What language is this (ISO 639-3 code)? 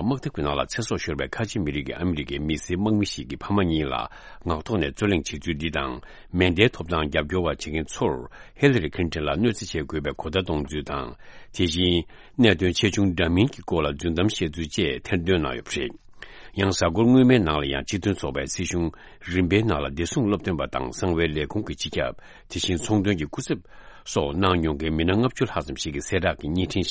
bod